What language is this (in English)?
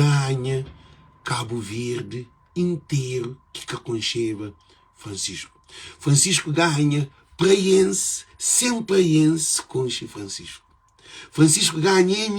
Kabuverdianu